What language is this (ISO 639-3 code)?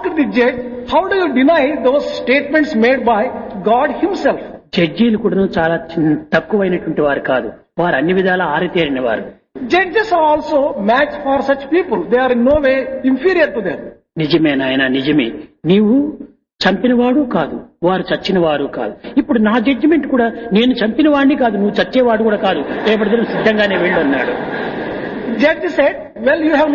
tel